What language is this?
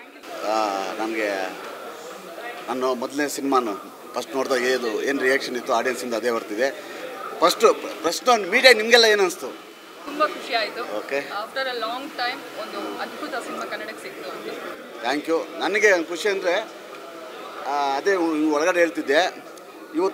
Kannada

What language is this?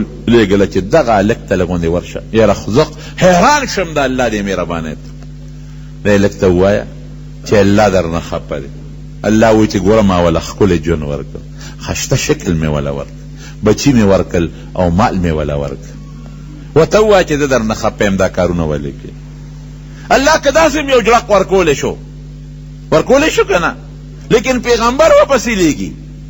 Pashto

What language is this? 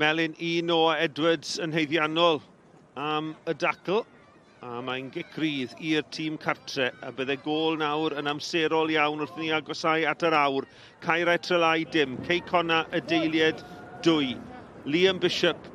Welsh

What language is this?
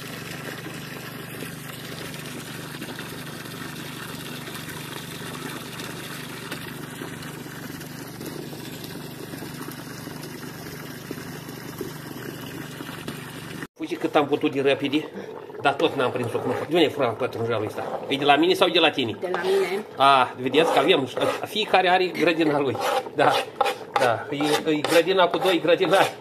Romanian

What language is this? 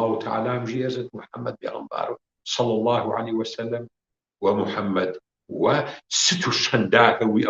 Kabardian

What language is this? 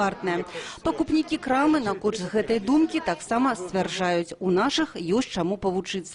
Belarusian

